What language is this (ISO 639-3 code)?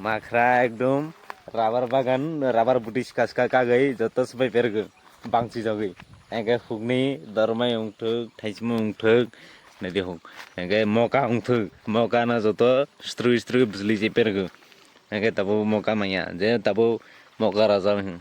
trp